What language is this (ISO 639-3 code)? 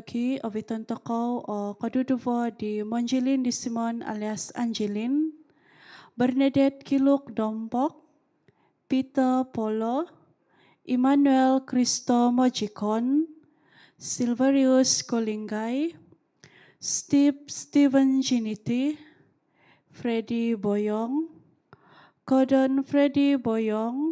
dtp